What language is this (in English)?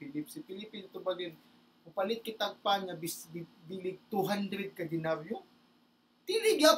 Cebuano